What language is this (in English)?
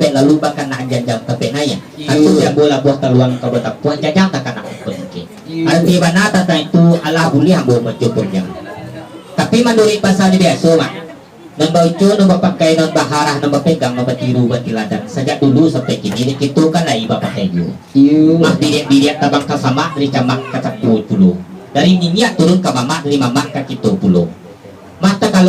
Minangkabau